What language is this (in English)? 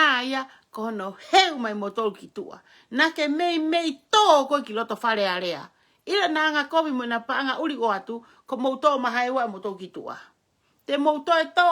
Tongan